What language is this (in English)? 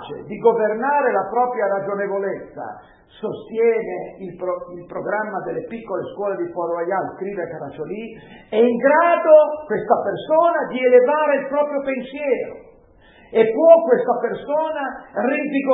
Italian